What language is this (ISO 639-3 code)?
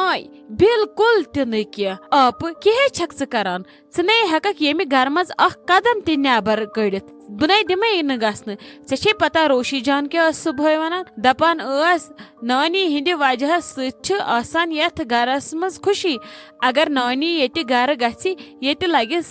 kas